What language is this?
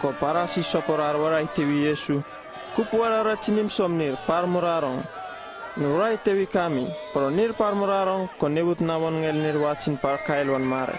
Uripiv-Wala-Rano-Atchin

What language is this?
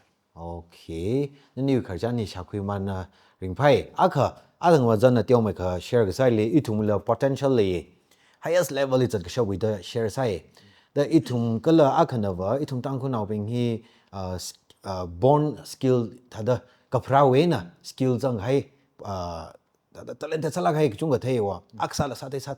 Tangkhul Naga (India)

